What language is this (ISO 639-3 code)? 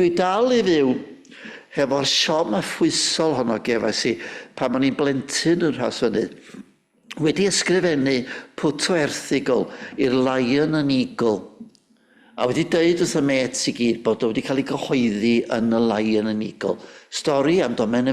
cym